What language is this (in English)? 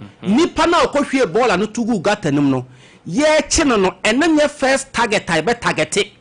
Akan